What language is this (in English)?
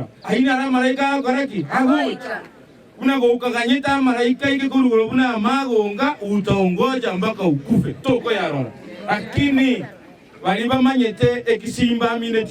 Gusii